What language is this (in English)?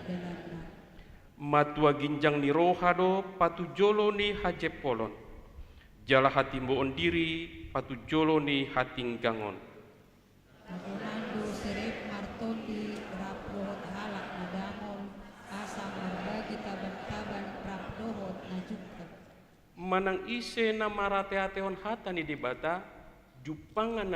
Batak Toba